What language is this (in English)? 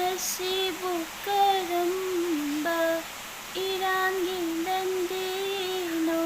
Manipuri